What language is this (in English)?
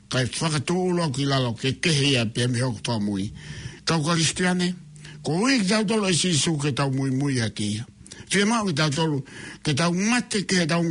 Tongan